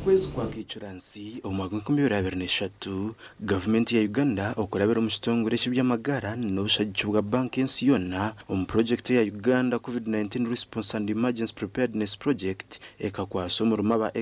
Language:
Nyankole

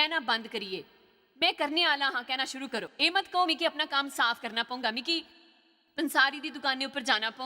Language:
Dogri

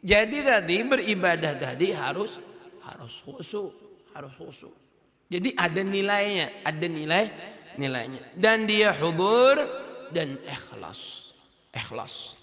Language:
Banjar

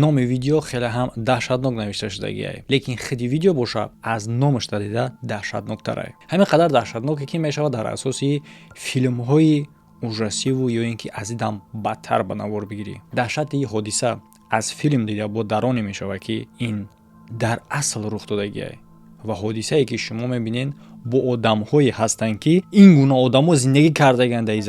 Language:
Tajik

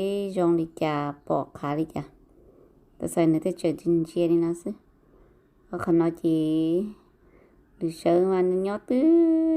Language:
Hmong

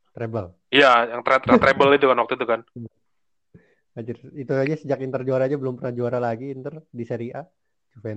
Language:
Indonesian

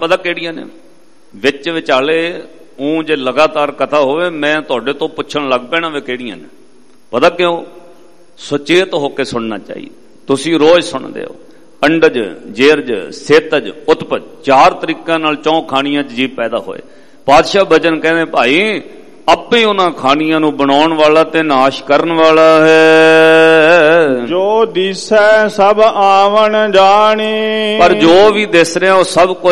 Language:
Punjabi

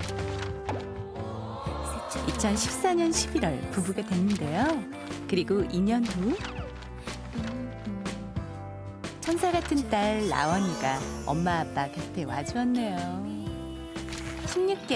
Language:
Korean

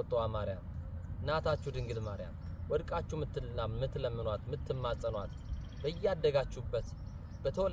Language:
Amharic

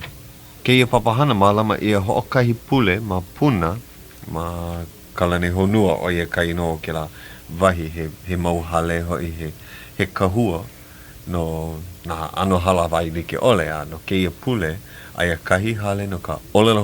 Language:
Hawaiian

